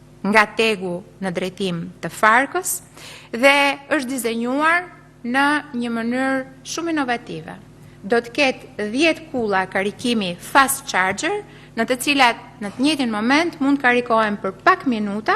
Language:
Albanian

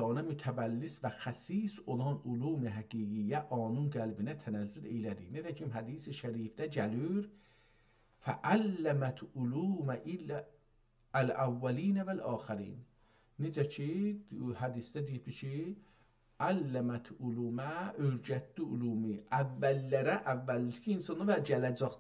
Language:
South Azerbaijani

